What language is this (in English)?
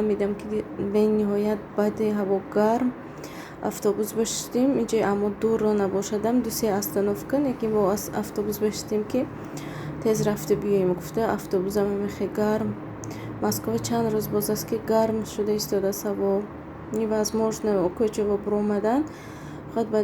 Tajik